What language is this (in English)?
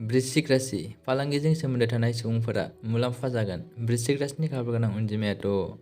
Bodo